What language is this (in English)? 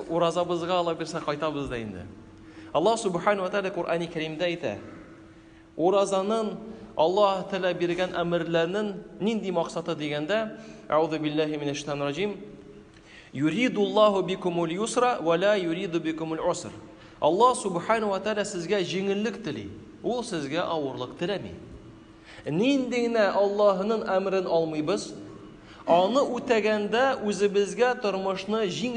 Tatar